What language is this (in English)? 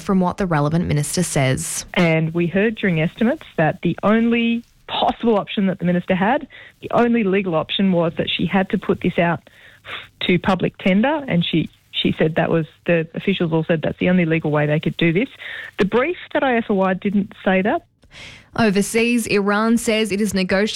English